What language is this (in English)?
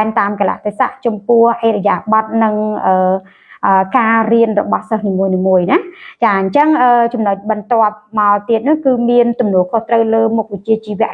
Khmer